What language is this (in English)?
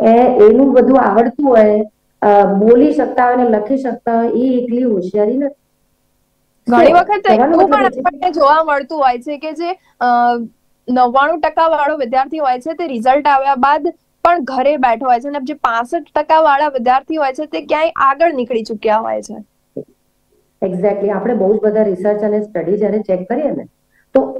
Gujarati